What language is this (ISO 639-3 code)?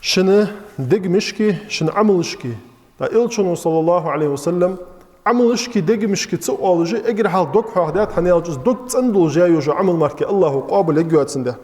inh